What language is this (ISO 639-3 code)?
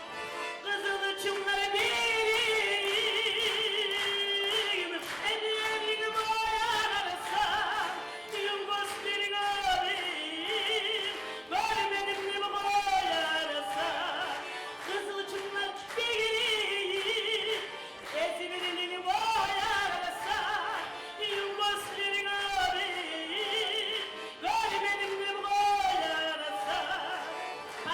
kum